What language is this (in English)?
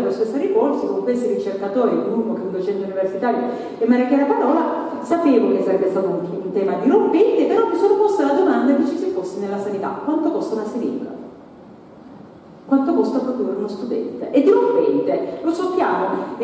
Italian